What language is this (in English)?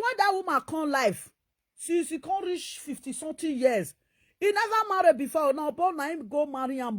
Nigerian Pidgin